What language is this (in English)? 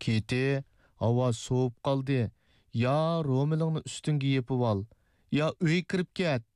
Uyghur